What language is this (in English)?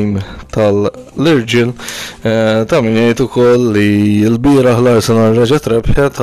Maltese